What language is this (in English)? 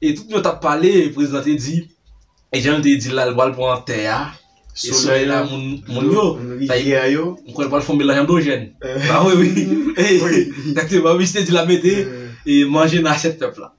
Haitian Creole